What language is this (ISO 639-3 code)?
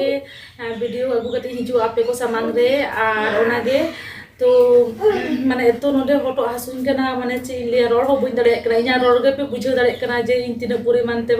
sat